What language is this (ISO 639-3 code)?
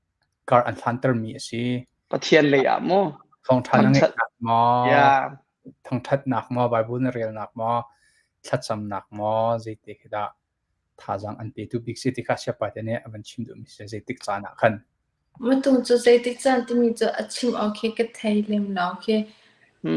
cnh